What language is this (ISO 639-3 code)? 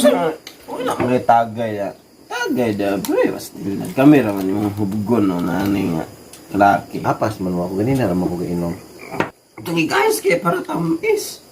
ceb